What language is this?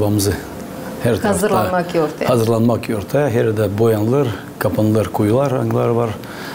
Gagauz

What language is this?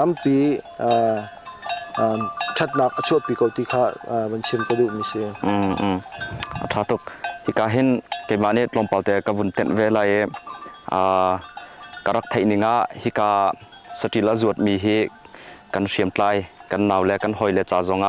Hakha Chin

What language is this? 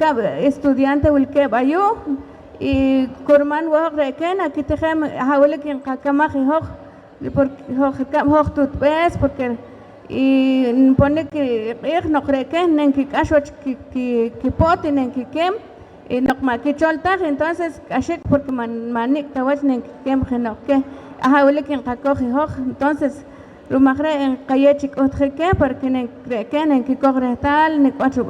Poqomchi'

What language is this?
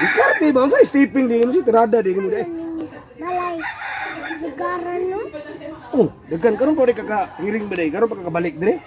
Cebuano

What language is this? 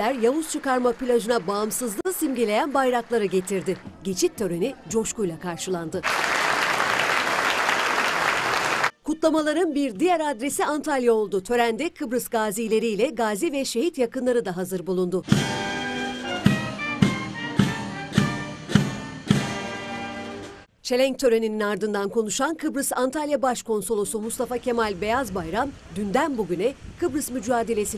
Turkish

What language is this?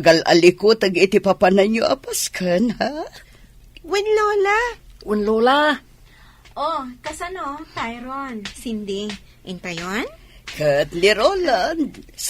Iloko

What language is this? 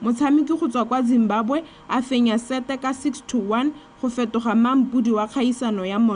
Tswana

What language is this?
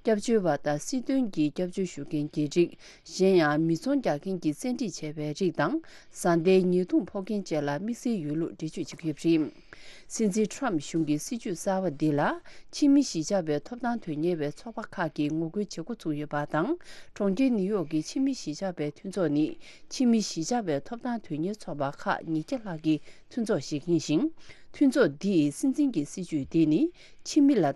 Tibetan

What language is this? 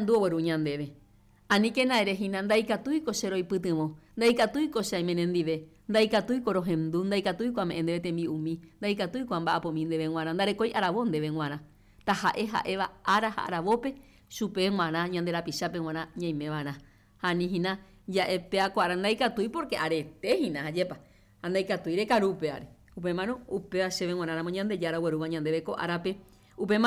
Guarani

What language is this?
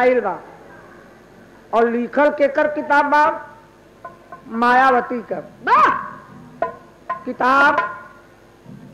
Bhojpuri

